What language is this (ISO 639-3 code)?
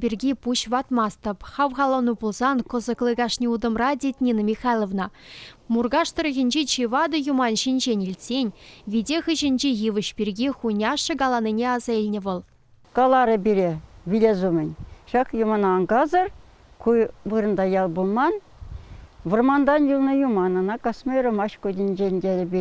chv